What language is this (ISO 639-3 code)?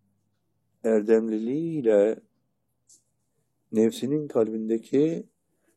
tur